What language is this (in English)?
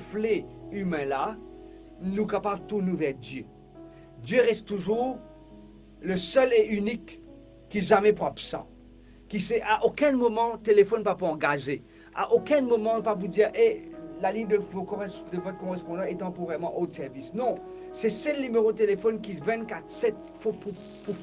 Morisyen